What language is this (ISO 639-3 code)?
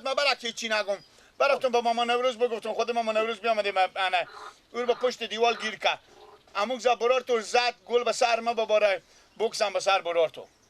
fas